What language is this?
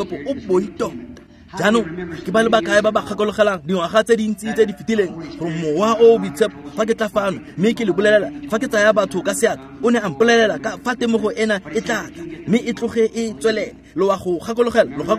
Tswana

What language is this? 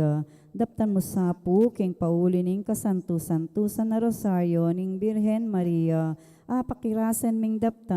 Pampanga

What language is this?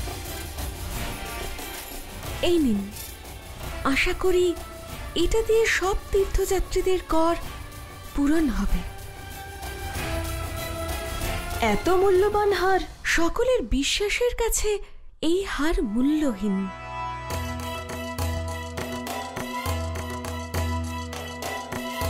Bangla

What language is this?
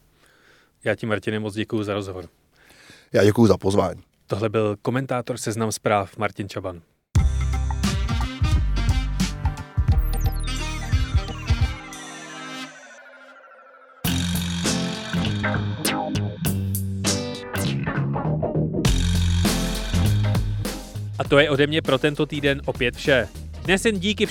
Czech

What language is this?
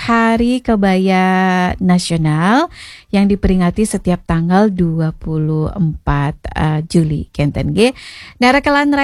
Balinese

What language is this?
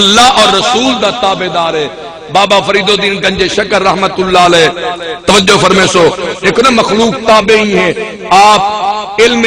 Saraiki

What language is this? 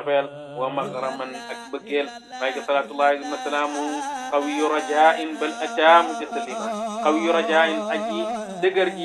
Wolof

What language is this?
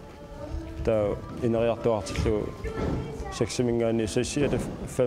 Kalaallisut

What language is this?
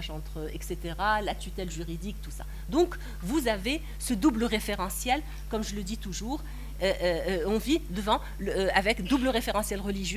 French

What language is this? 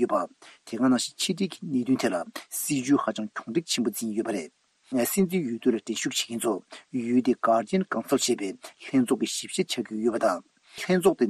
Tibetan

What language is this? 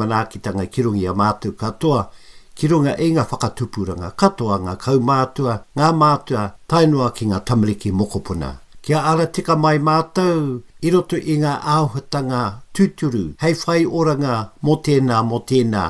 Māori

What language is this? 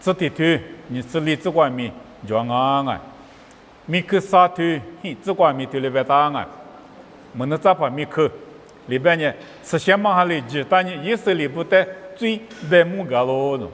Lisu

